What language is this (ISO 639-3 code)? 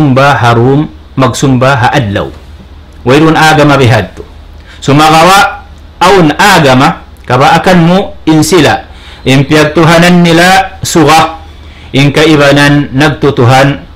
tsg